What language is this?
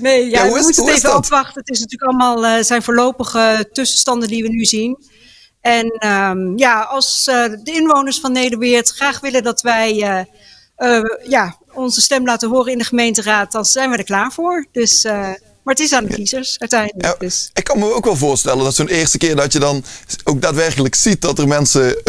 Dutch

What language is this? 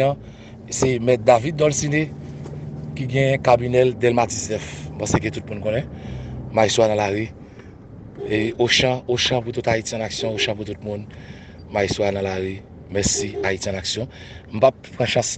Haitian Creole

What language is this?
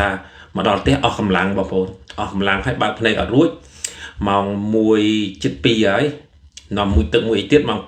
Khmer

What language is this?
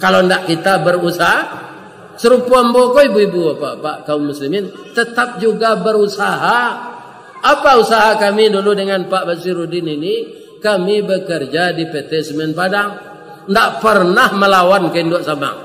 Minangkabau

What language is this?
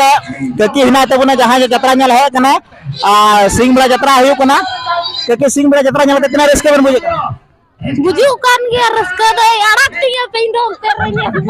Santali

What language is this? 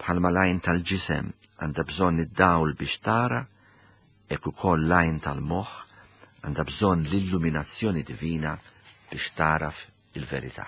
Maltese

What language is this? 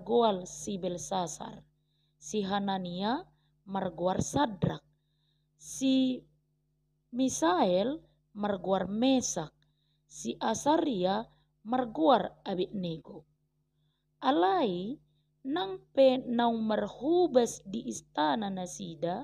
Batak Toba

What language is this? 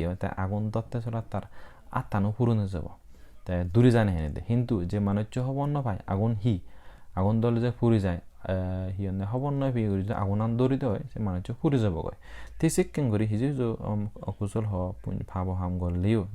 Chakma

